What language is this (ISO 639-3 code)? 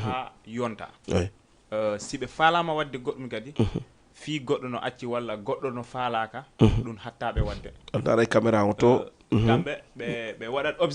ful